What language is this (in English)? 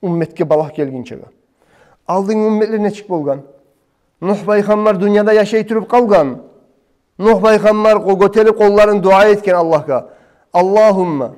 Kumyk